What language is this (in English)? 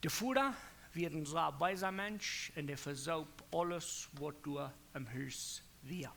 Plautdietsch